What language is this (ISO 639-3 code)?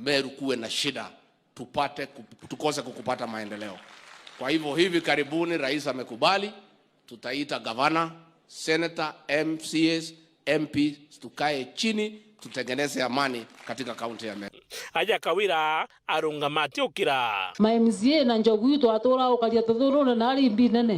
mer